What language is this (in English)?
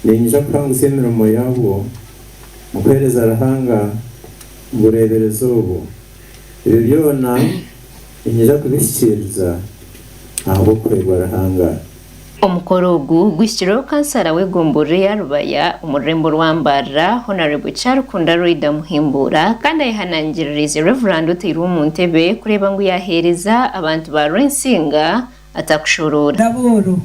Nyankole